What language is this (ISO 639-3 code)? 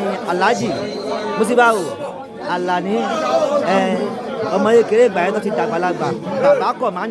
yor